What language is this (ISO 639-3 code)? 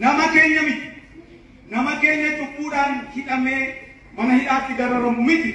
orm